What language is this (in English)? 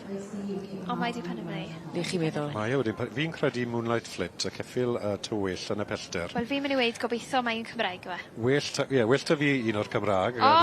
Welsh